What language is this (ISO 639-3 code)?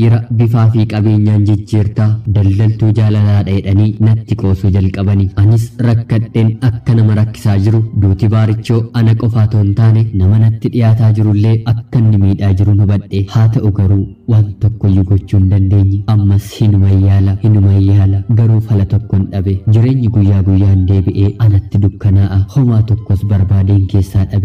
orm